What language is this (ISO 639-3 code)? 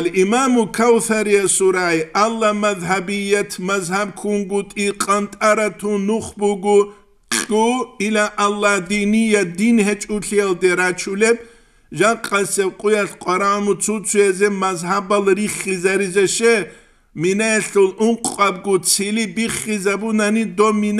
ava